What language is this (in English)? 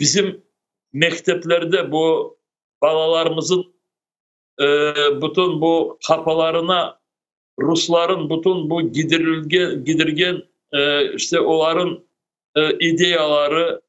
Crimean Tatar